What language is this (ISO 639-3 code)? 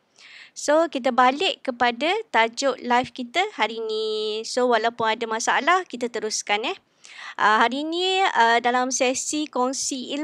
msa